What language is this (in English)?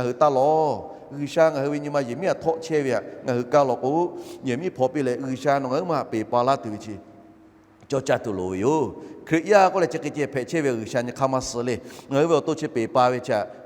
Lahu